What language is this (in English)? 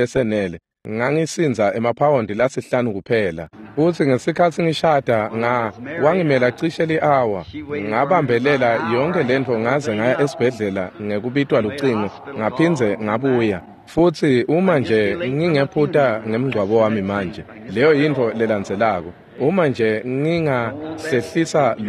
Swati